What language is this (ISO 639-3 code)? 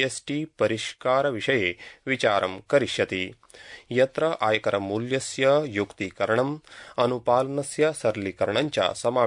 san